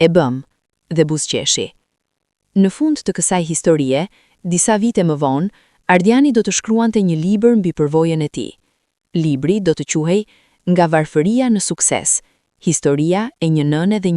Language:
Albanian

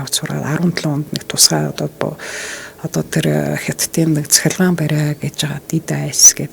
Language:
Mongolian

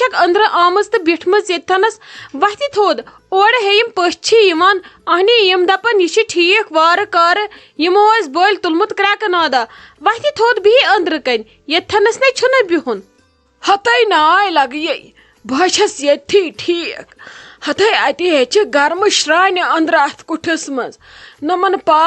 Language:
Kashmiri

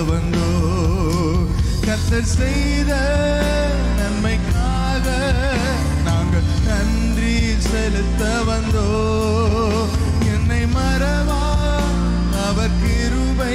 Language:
Tamil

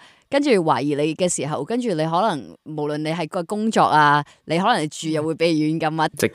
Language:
Cantonese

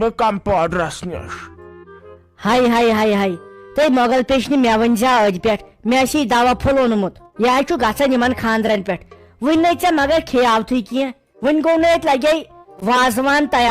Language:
Kashmiri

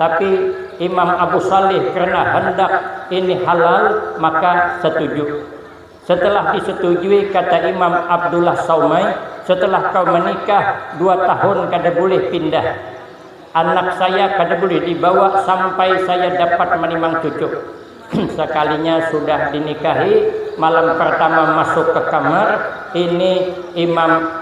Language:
Banjar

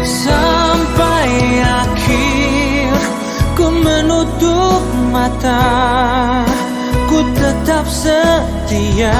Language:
Batak Toba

